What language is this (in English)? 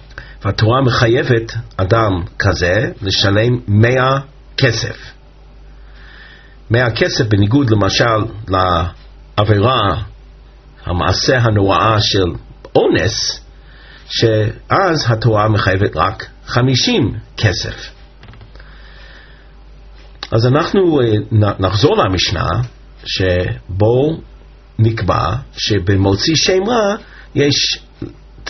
Hebrew